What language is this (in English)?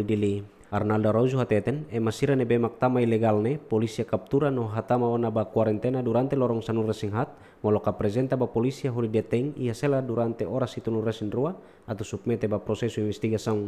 Tetum